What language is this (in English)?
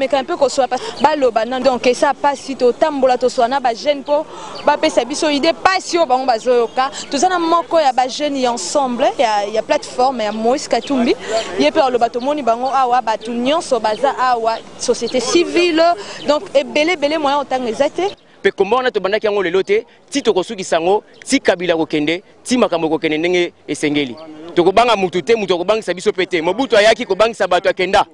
Lingala